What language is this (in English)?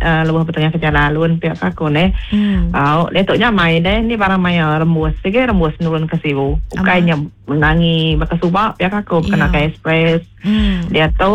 Iban